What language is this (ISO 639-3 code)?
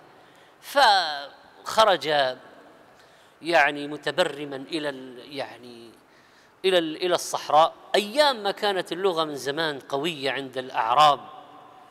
ara